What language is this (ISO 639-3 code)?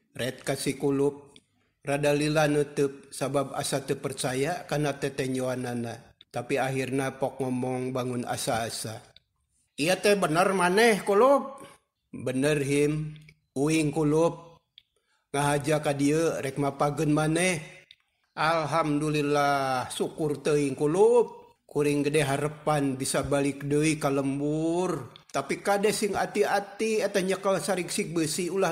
sun